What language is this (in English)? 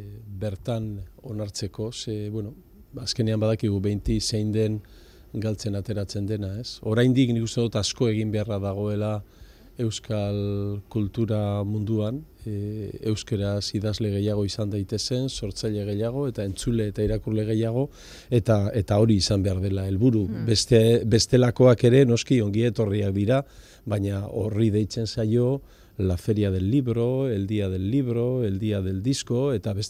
Basque